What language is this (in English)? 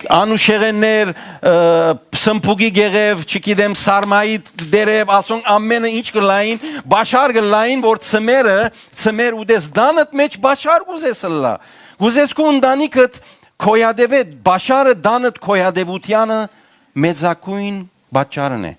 Western Armenian